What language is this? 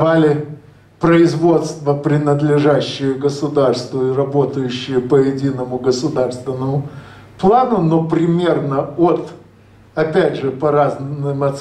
Russian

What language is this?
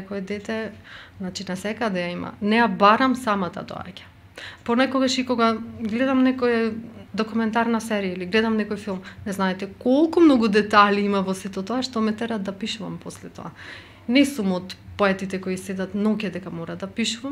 Macedonian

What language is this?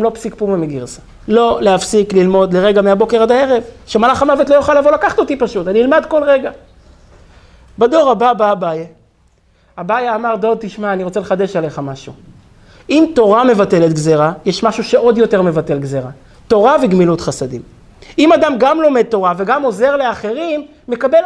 Hebrew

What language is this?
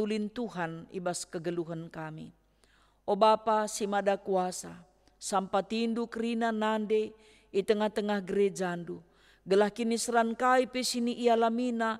Batak Karo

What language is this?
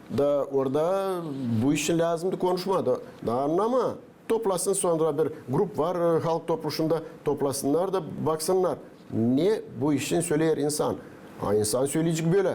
Gagauz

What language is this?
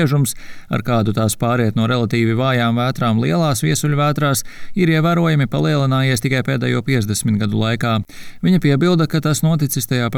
Latvian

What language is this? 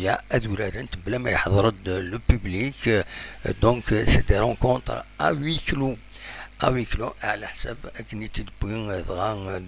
Kabyle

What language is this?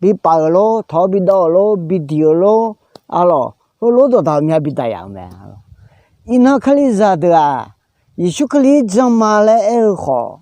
Akha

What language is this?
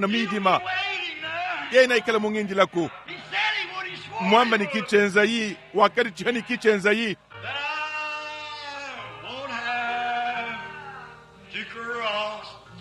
Luba-Lulua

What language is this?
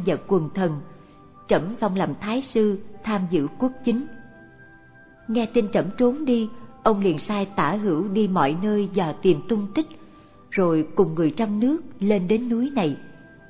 Vietnamese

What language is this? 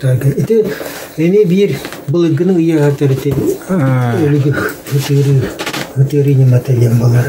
Yakut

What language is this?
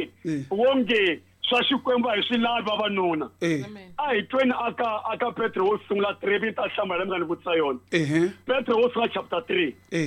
Tsonga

